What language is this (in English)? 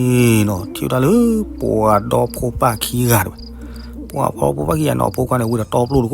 S'gaw Karen